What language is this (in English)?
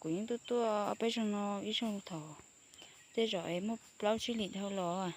Hmong